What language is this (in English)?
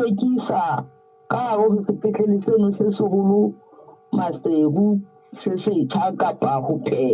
Southern Sotho